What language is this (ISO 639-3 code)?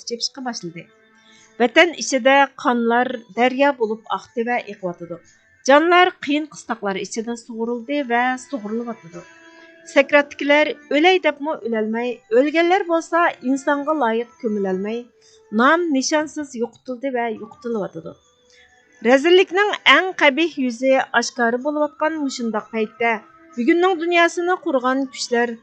uig